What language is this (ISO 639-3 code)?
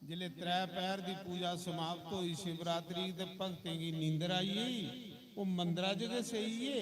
doi